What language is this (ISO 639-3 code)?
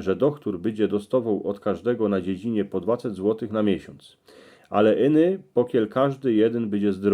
szl